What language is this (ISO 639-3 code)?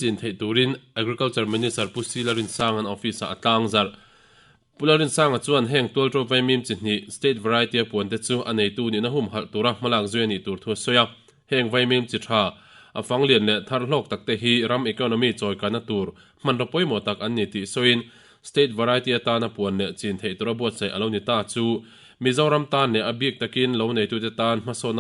lus